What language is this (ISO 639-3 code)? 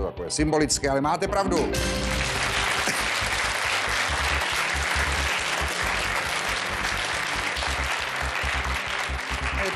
ces